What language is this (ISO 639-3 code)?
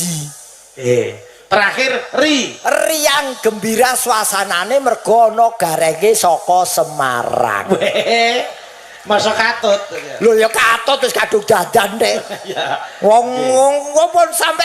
jav